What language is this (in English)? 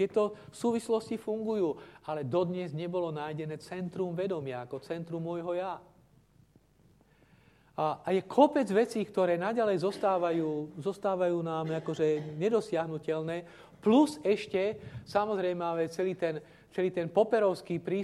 Slovak